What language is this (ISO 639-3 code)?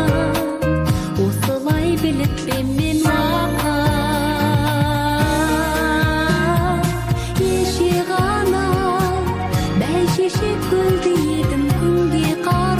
kaz